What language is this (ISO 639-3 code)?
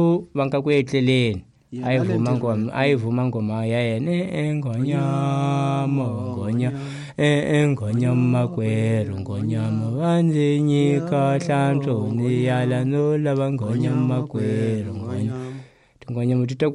tso